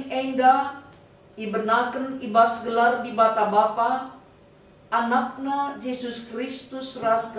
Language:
Batak Karo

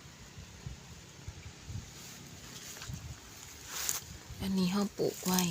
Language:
Lao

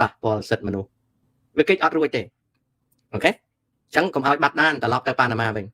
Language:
Khmer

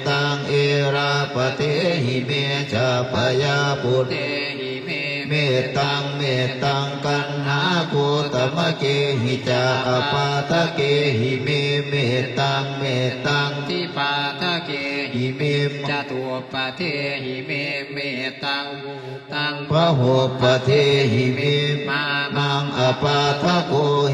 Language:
Pali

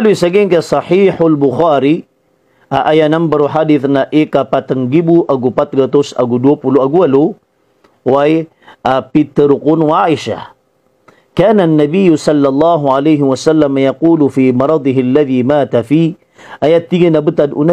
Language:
Maranao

